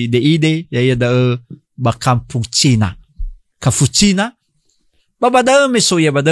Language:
Nias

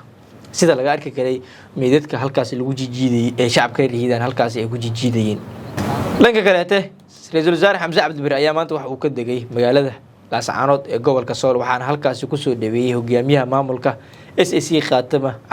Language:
Somali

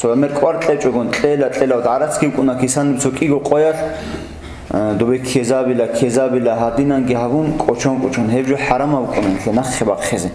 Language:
Avaric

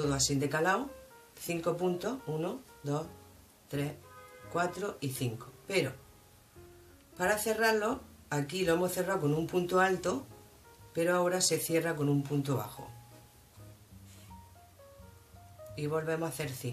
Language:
Spanish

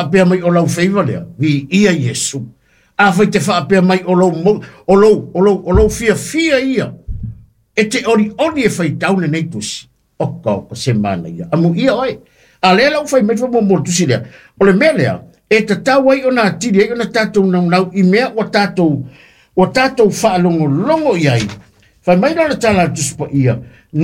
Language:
Samoan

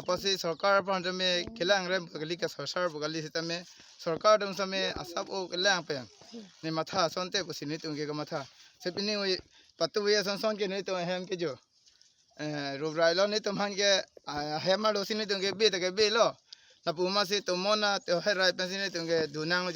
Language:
Karbi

